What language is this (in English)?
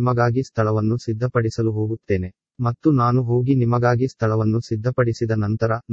Kannada